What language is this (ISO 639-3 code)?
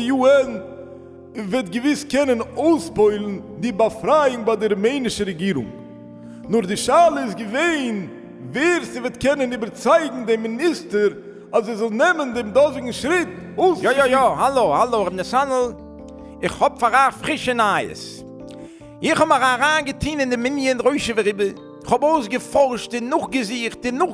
yid